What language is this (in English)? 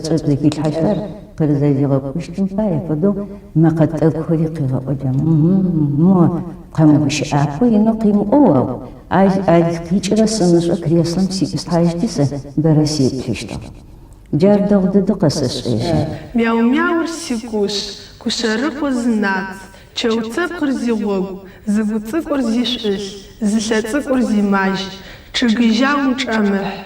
Adyghe